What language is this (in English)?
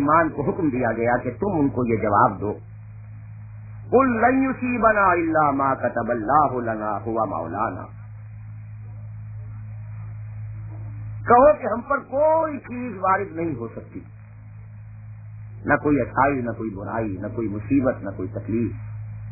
Urdu